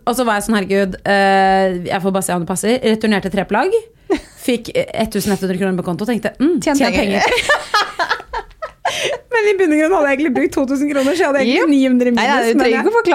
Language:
Norwegian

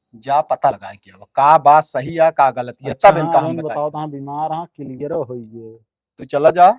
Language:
Awadhi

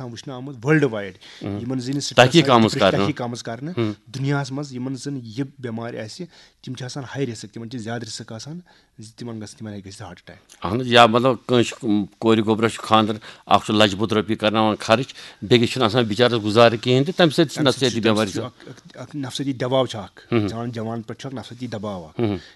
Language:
Kashmiri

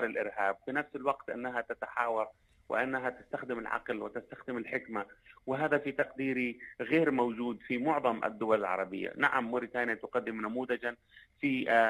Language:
Arabic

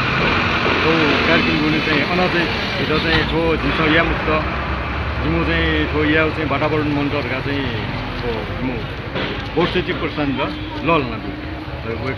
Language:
Newari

